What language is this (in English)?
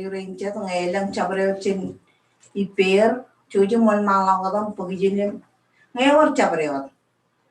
Marshallese